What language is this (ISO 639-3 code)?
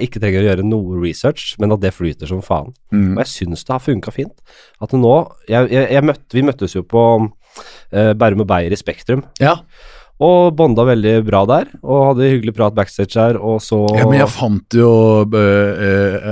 nor